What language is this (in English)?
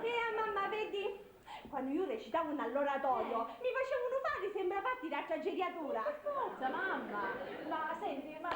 Sicilian